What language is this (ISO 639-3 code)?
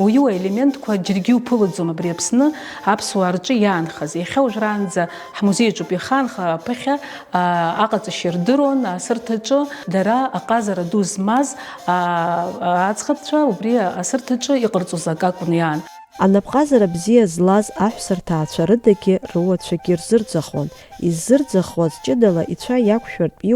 abk